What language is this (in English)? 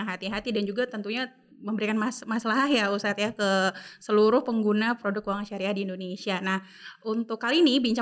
Indonesian